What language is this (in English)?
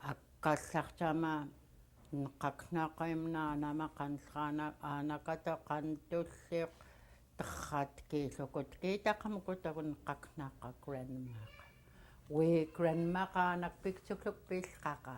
Central Yupik